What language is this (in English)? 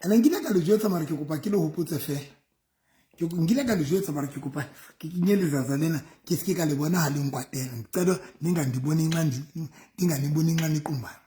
Southern Sotho